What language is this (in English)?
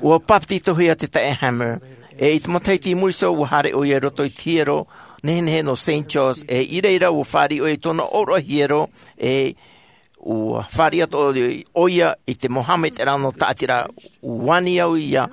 Tahitian